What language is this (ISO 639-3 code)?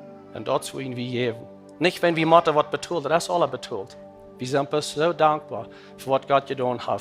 pdt